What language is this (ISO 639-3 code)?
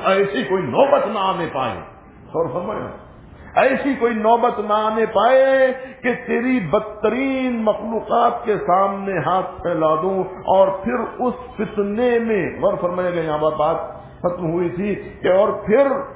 urd